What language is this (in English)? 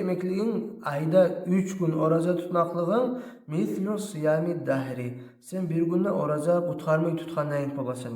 Kumyk